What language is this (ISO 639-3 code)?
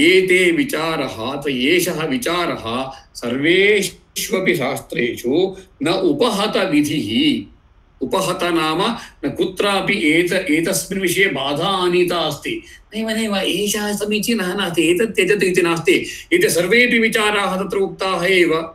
san